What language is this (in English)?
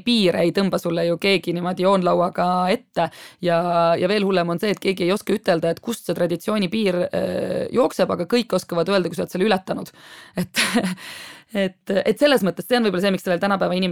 Estonian